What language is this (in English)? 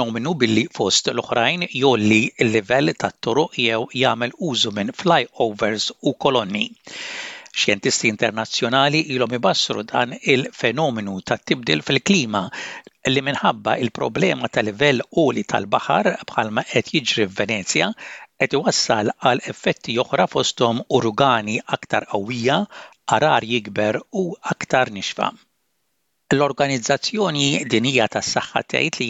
Maltese